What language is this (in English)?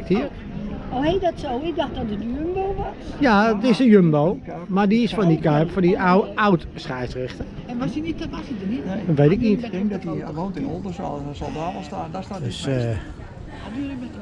Dutch